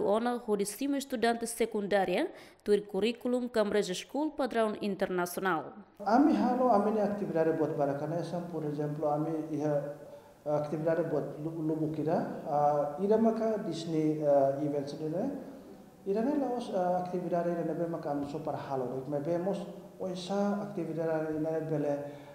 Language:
Tetum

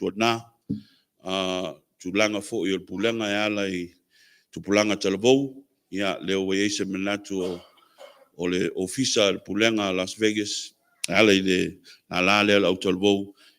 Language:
Samoan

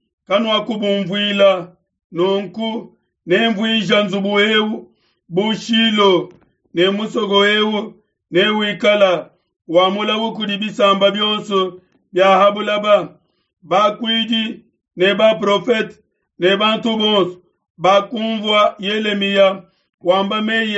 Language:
Luba-Lulua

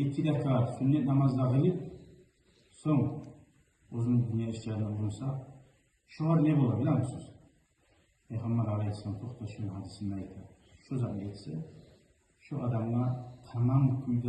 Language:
Kumyk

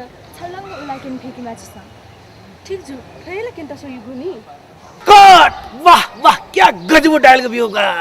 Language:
Newari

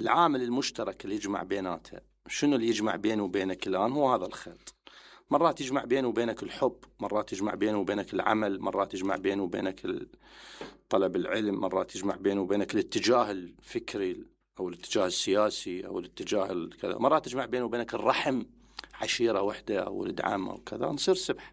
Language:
Mesopotamian Arabic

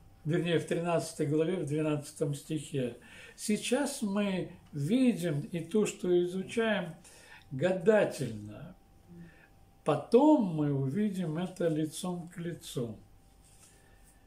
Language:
Russian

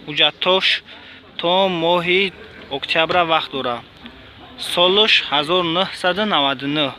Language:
Tajik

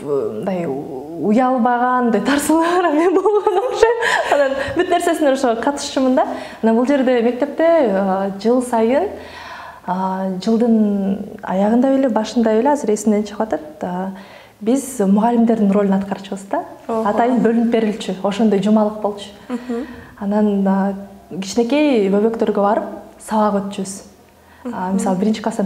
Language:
Kyrgyz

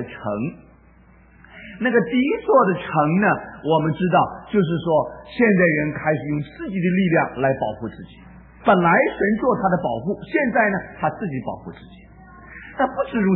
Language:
Chinese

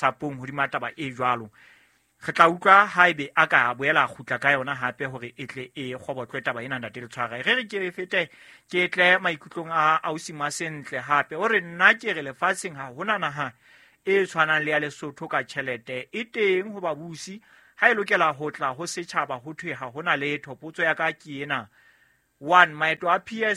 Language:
Southern Sotho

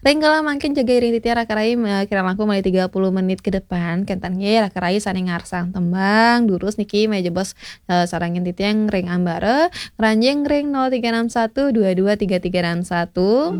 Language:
Balinese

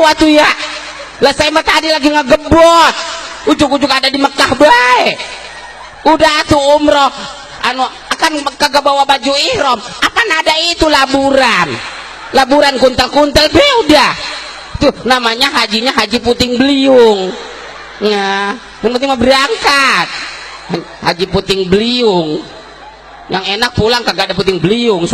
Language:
Betawi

